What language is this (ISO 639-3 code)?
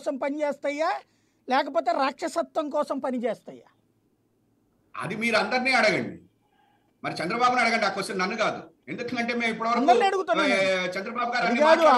tel